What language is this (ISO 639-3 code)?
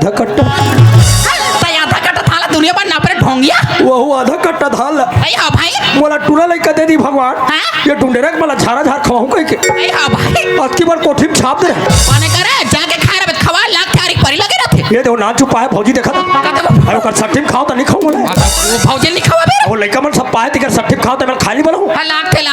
hne